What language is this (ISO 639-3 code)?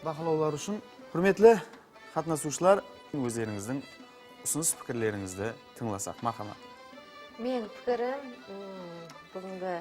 kaa